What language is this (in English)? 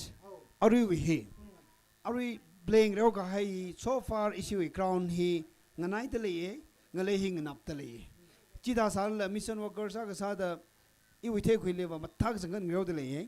Tangkhul Naga (India)